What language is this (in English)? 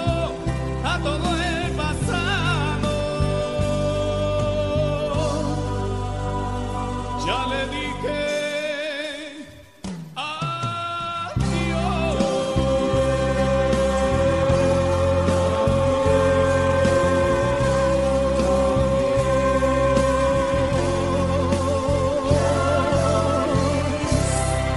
Spanish